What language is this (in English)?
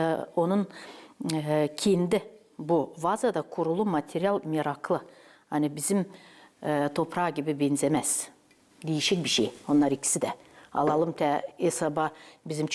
Gagauz